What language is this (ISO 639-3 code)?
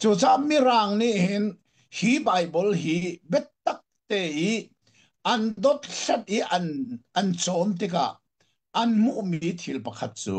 cnh